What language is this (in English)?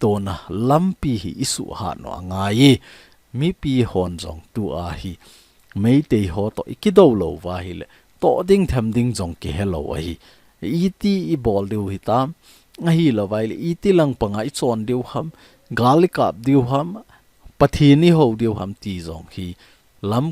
Thado Chin